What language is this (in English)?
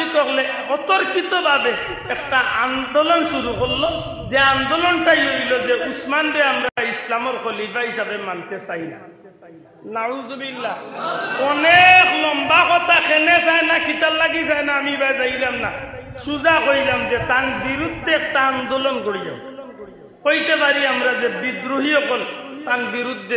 Sylheti